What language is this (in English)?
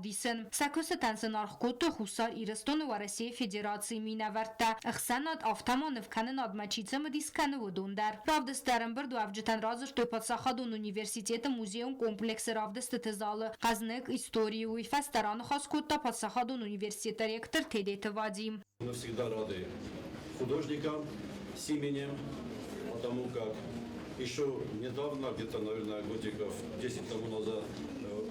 Ossetic